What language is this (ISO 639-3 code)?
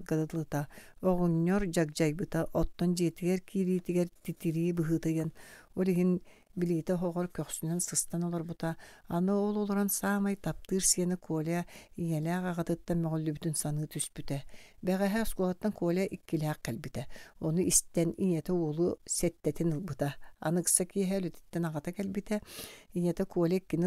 sah